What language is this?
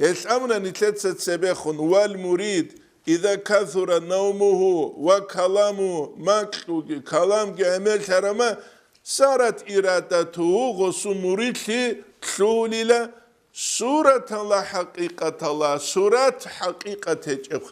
Avaric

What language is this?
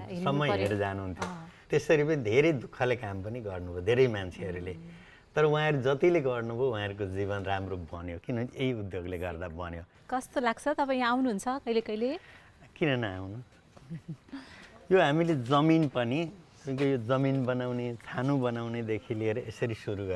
Nepali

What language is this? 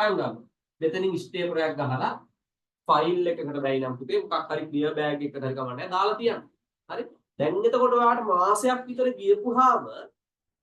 Sinhala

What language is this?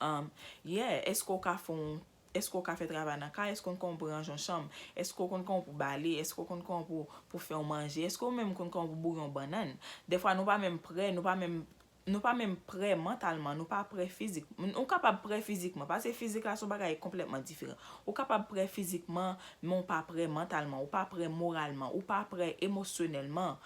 Haitian Creole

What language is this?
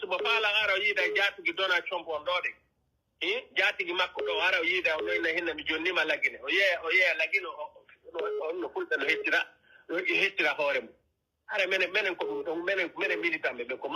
Pular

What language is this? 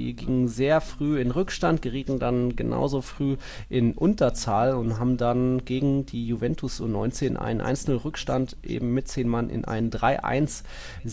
German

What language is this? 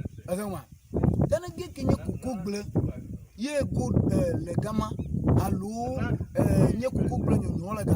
Ewe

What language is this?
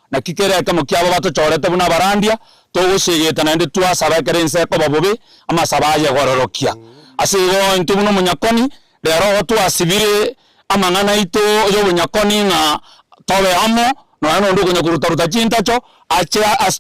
Gusii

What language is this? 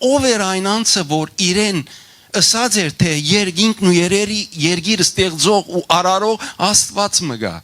Western Armenian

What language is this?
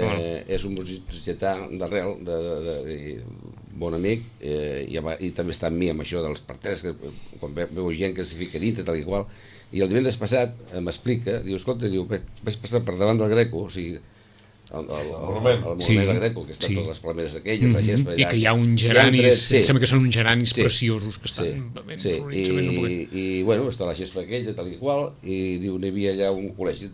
Catalan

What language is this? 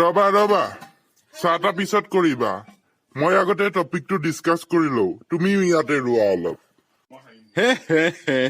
Assamese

